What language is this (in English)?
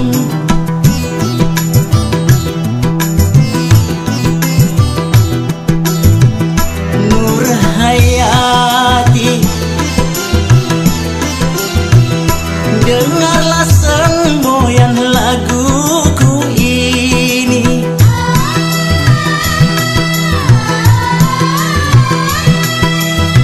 Indonesian